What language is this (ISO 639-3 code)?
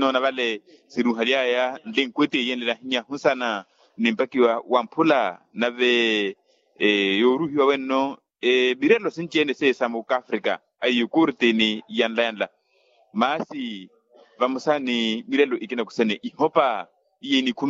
vmw